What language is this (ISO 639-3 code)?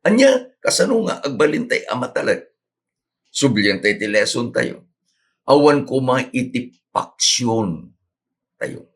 ilo